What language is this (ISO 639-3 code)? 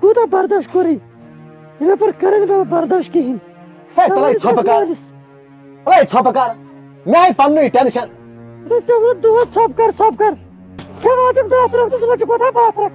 kas